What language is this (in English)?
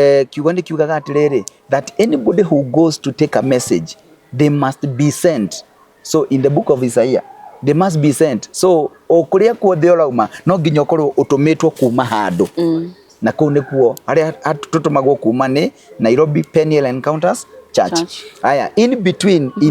Kikuyu